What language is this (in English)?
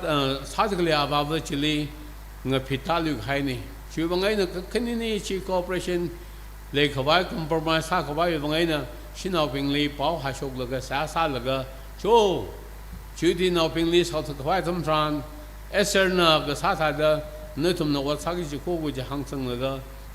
Tangkhul Naga (India)